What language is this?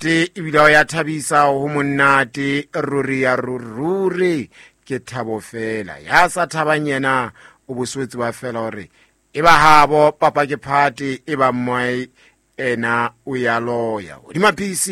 Southern Sotho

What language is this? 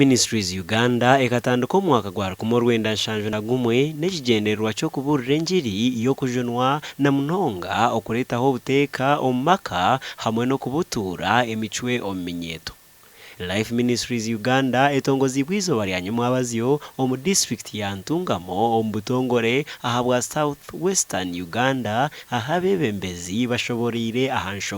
Nyankole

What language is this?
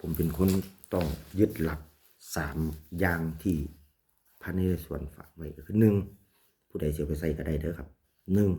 Northeastern Thai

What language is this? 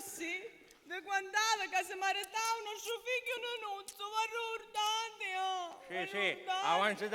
Sicilian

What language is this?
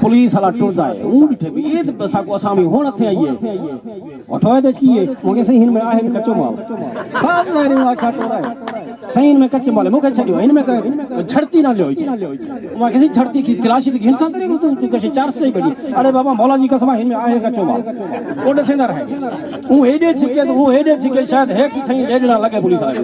Saraiki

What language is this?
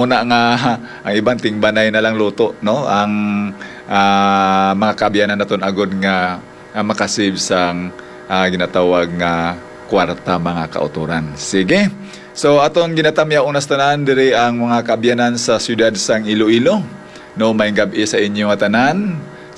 Hiligaynon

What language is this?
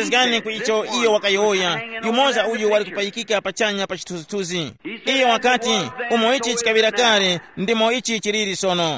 Tumbuka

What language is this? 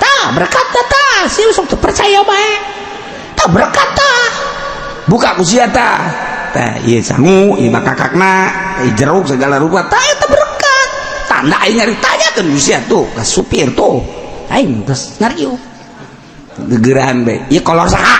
Sundanese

